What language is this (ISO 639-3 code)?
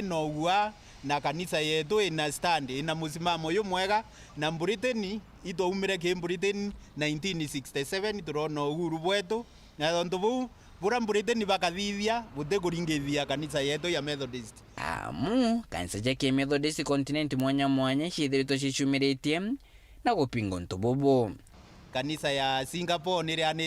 mer